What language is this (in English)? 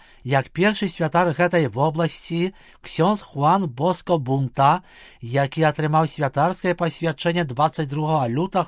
Belarusian